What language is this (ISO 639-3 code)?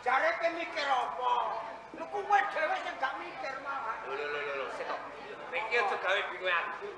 jav